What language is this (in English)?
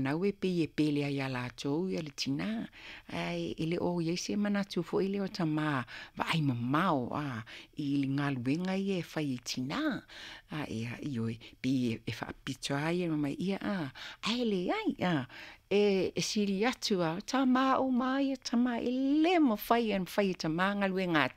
Samoan